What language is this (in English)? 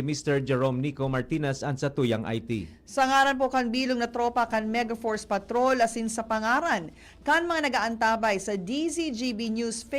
Bikol